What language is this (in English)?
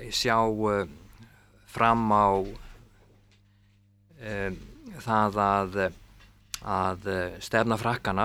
Icelandic